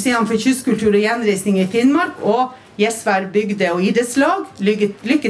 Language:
Norwegian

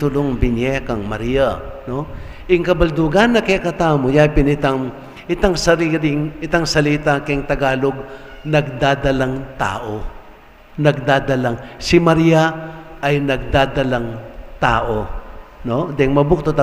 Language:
Pampanga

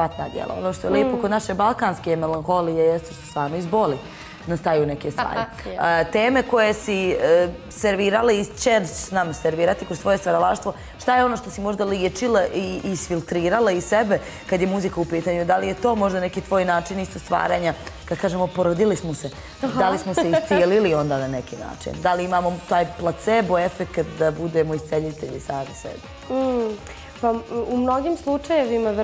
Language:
Bosnian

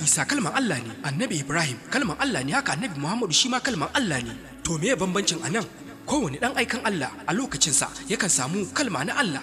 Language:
Hausa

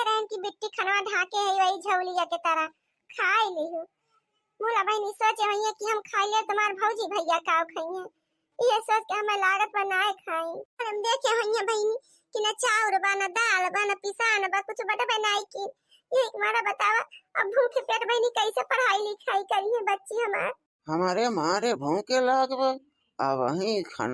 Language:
Awadhi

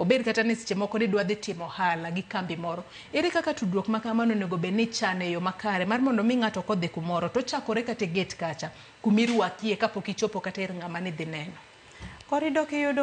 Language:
Luo (Kenya and Tanzania)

